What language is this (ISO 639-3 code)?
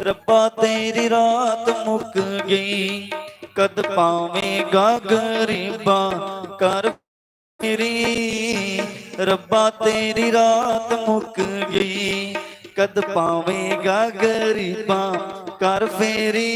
doi